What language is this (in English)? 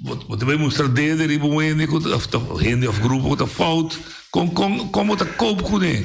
Papiamento